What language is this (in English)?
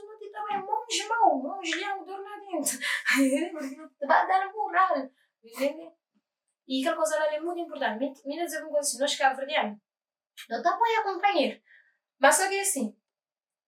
Kabuverdianu